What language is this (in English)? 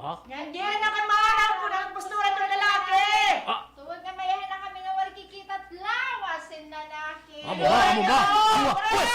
Waray